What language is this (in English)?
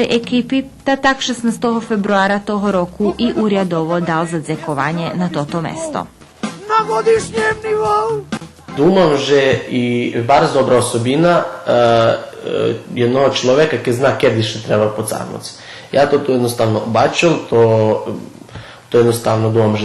Rusyn